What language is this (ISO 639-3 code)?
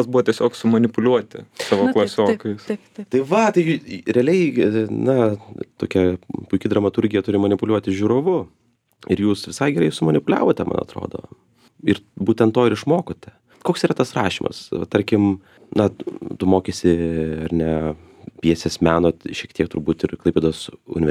lit